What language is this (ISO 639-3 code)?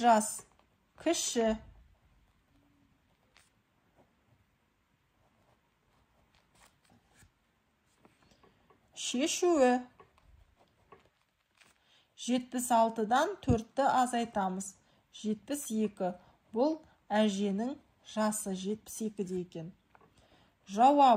kaz